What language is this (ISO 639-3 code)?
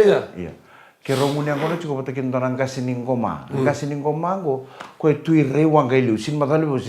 fij